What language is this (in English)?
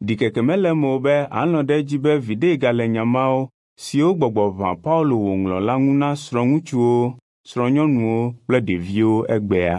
Ewe